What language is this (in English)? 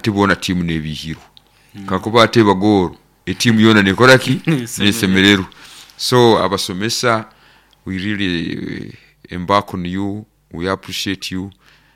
Nyoro